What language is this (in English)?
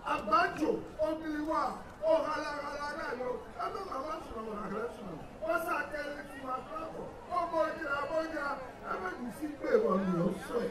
Ewe